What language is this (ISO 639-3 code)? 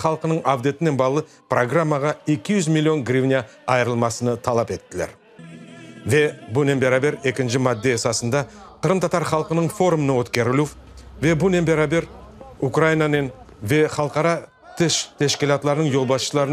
crh